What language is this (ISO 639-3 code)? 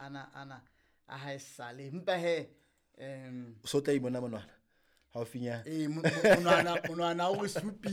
sot